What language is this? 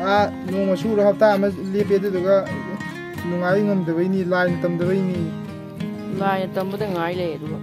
Manipuri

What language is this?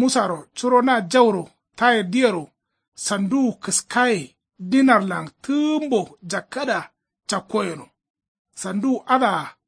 Kanuri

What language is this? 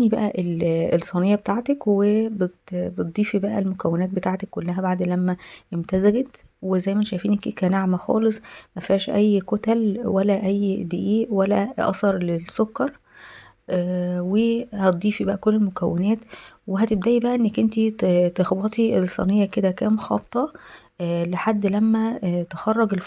Egyptian Arabic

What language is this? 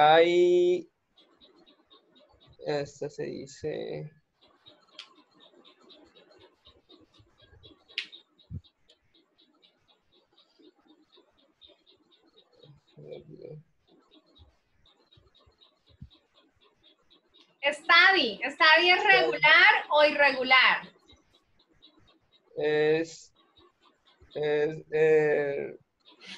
Spanish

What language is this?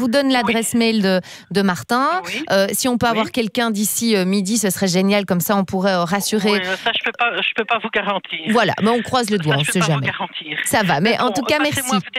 French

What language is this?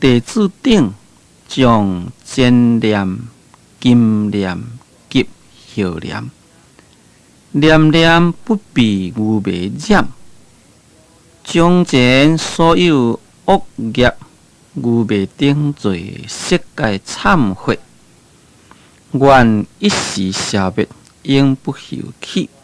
Min Nan Chinese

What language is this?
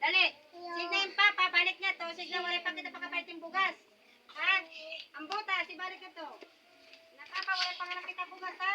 Waray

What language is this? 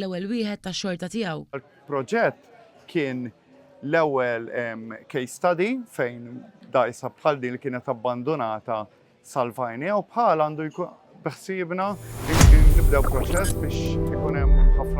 Maltese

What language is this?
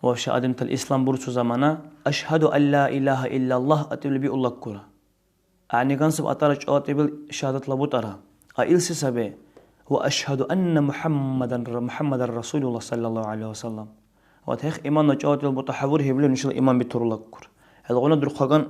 Dargwa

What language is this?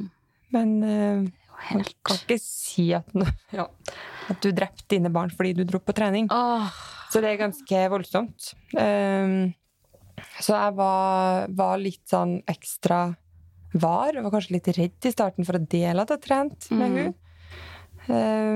Norwegian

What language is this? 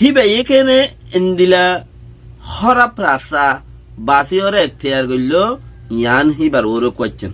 Rohingya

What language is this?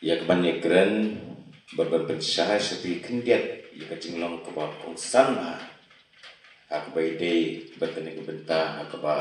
Khasi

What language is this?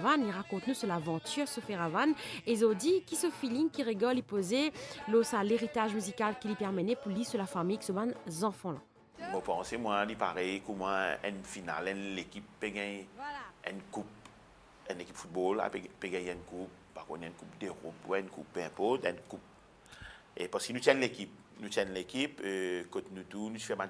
Morisyen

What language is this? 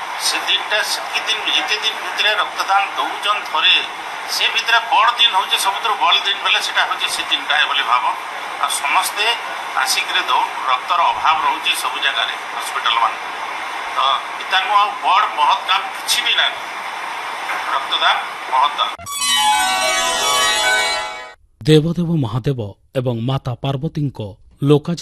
Odia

